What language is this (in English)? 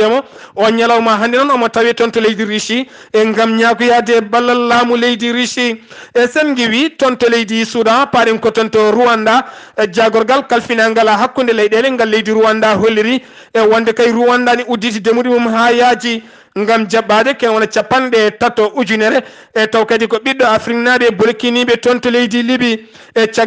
Fula